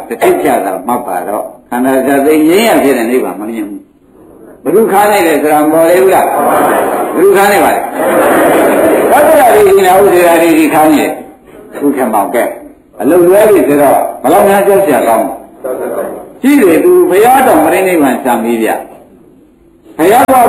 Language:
Burmese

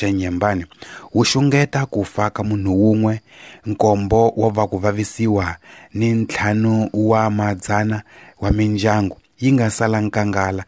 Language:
Tsonga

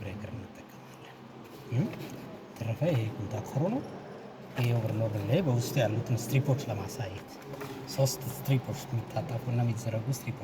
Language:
Amharic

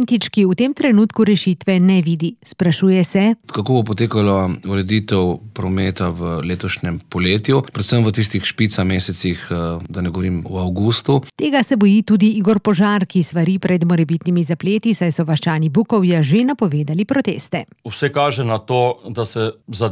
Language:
Slovenian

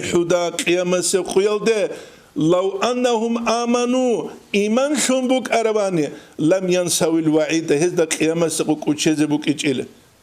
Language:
Avaric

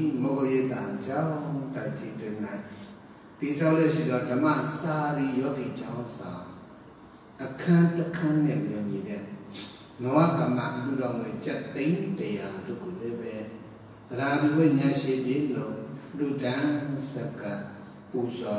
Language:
Burmese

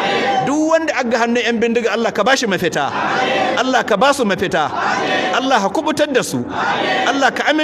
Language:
Hausa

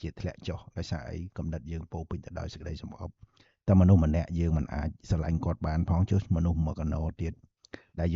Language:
Khmer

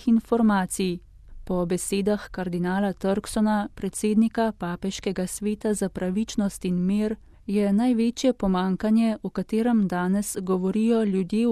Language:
Slovenian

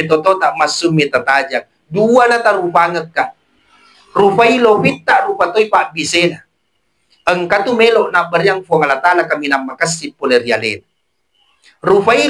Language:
Buginese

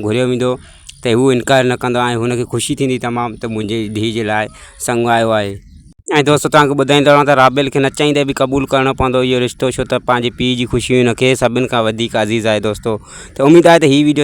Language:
Sindhi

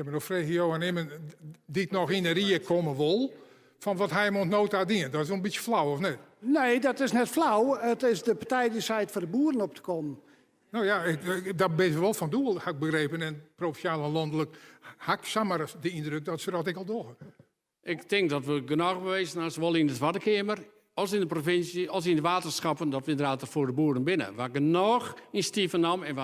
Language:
Western Frisian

